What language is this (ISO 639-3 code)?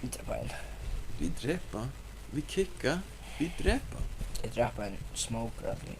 fao